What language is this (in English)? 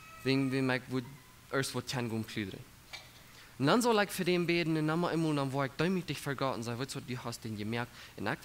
Plautdietsch